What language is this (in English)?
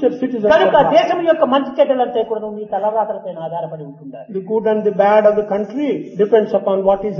Telugu